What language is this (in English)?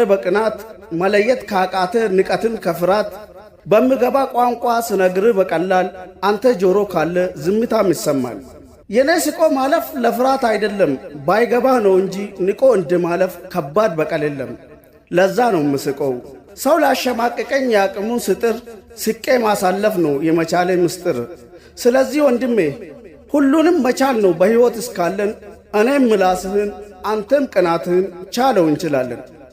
Amharic